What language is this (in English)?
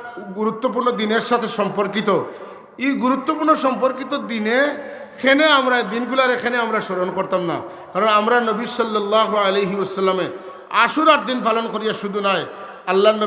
Sylheti